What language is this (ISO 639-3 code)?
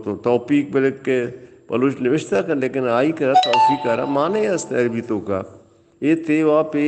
bal